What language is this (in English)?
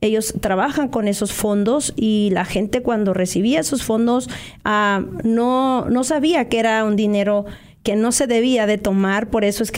Spanish